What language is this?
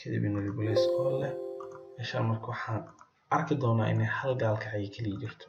Somali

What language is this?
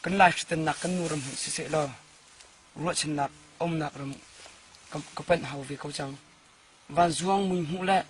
Hakha Chin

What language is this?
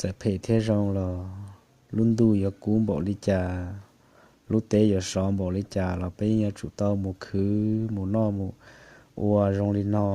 Hmong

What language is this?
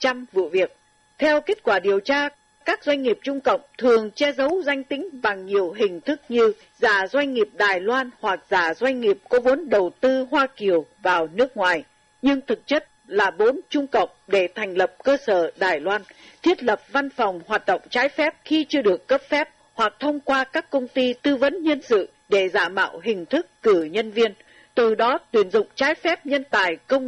Vietnamese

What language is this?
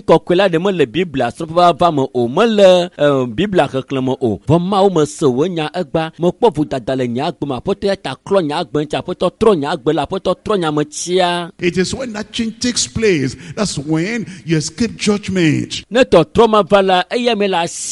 Ewe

